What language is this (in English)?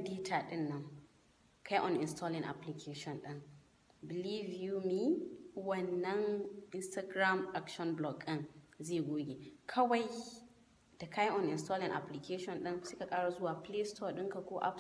Hausa